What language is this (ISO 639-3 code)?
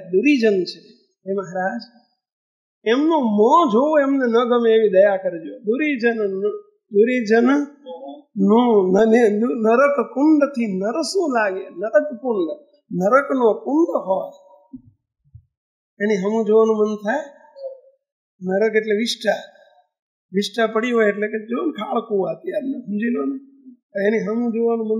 guj